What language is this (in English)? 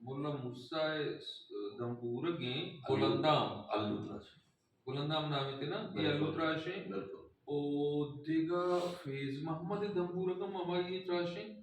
Baluchi